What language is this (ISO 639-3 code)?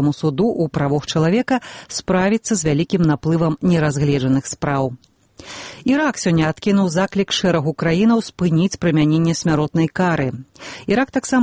bel